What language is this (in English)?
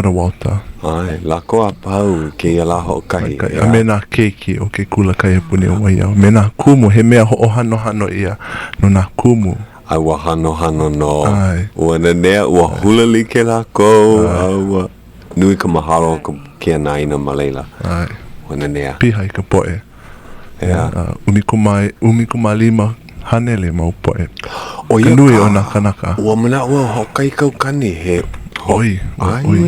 Hawaiian